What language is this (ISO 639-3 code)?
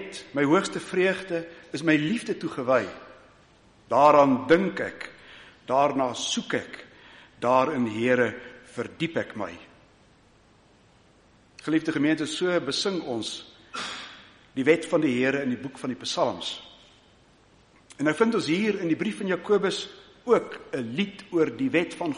afr